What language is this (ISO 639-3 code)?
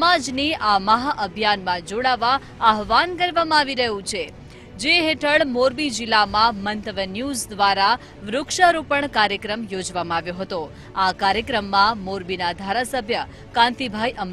guj